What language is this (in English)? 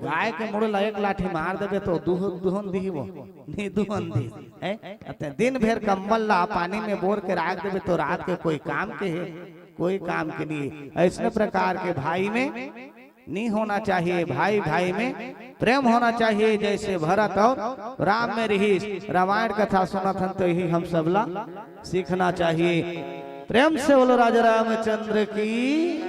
Chhattisgarhi